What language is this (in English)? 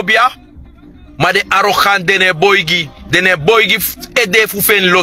Sranan Tongo